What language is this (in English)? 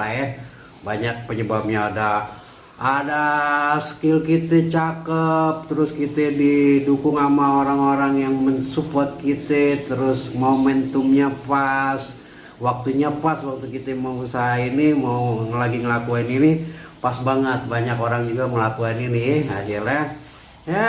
Betawi